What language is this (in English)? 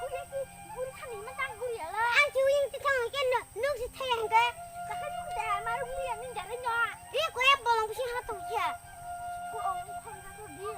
Kok Borok